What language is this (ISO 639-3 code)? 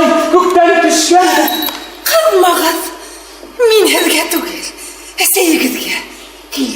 bak